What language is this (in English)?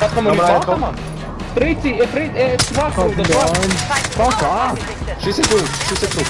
Swiss German